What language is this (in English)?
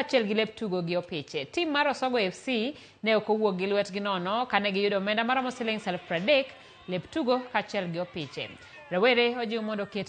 Luo (Kenya and Tanzania)